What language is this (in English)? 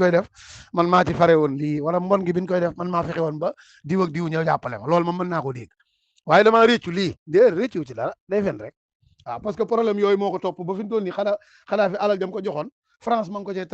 Wolof